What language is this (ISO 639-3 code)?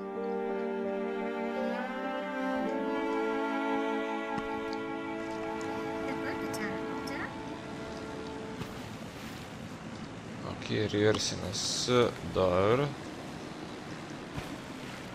hrv